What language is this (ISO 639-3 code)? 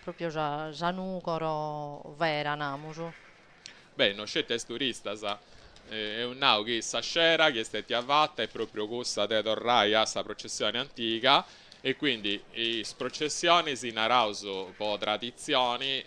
srd